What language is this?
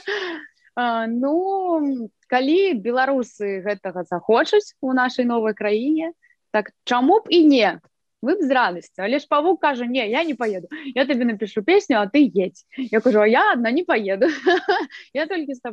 Belarusian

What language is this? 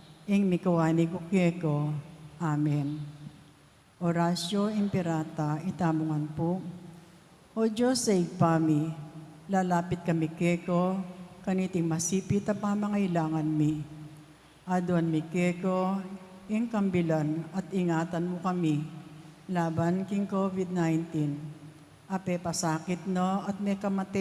Pampanga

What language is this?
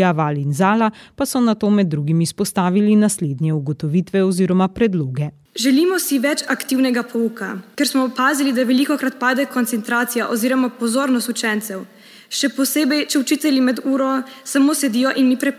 Slovenian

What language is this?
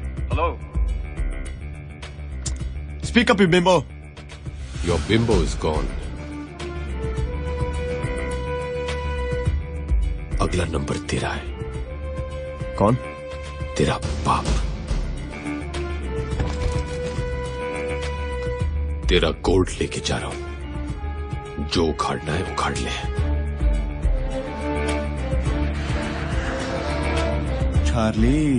Hindi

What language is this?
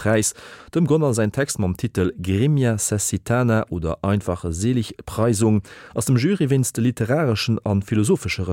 Luxembourgish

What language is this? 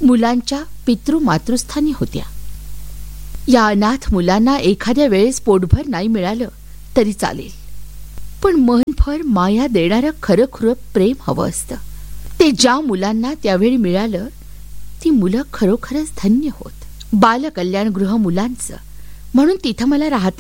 Marathi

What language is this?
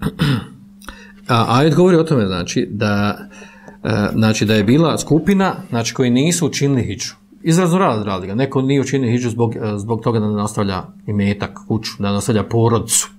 Bosnian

